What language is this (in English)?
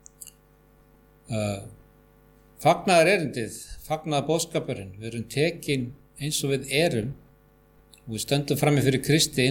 Icelandic